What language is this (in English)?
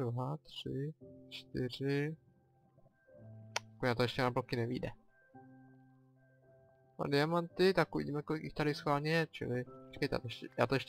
Czech